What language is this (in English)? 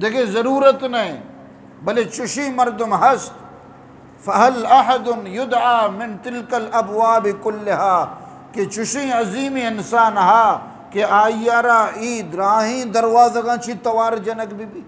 Eastern Balochi